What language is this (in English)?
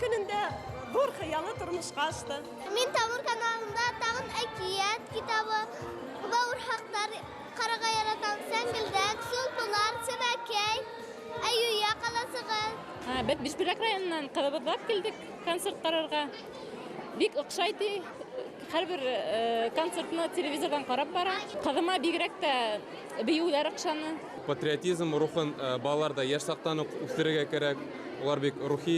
Bashkir